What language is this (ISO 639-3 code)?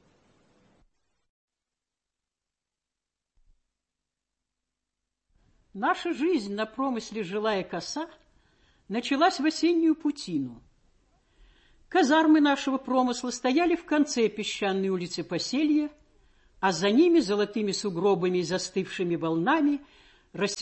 rus